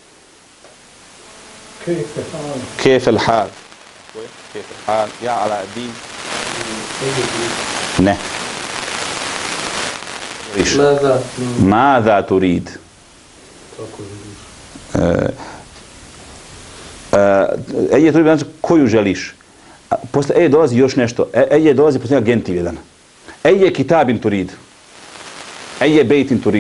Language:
Bosnian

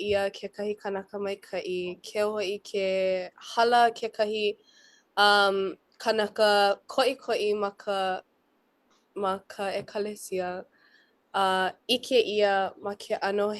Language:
Hawaiian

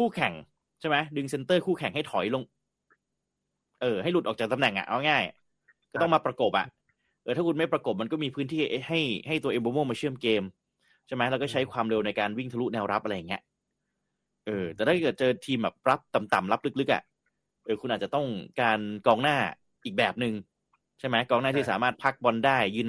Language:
Thai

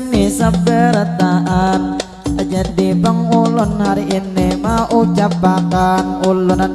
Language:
Banjar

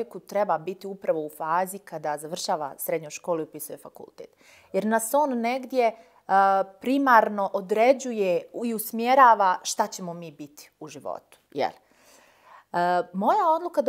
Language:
Serbian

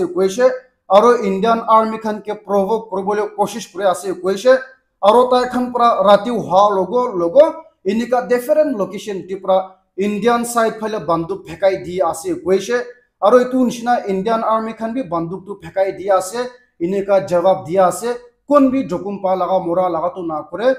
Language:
Naga Pidgin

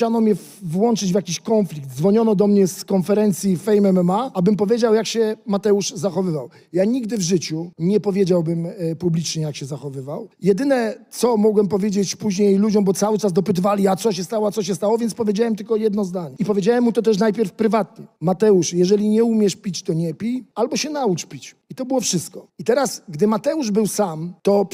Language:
Polish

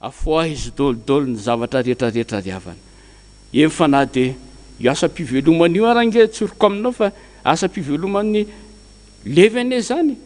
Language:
Malagasy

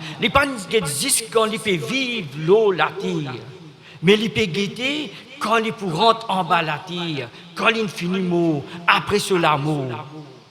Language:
Morisyen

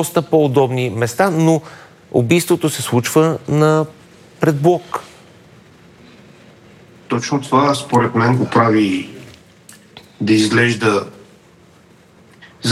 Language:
Bulgarian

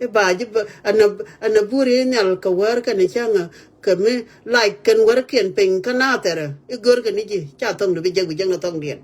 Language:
Nuer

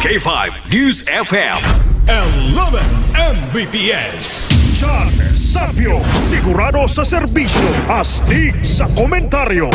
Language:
Hiligaynon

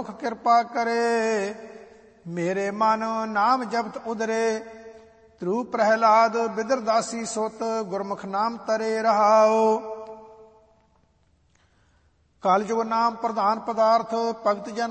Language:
Punjabi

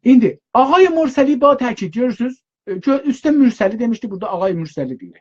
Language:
South Azerbaijani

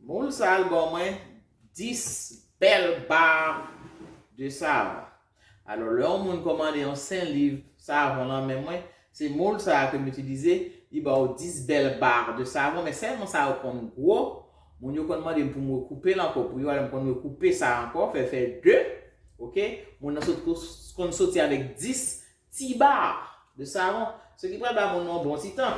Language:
Haitian Creole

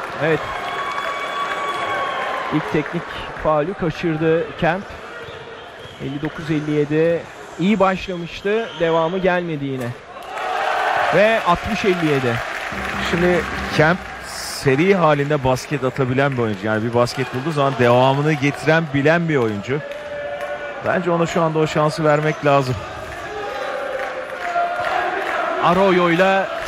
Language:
Turkish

